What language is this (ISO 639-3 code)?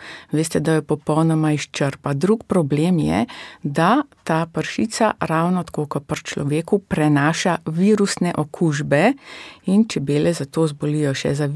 slv